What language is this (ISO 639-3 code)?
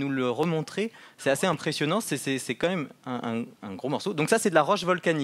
fra